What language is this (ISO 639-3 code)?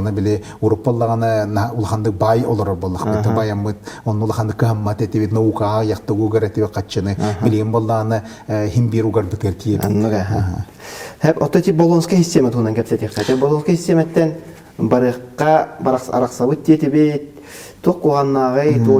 sah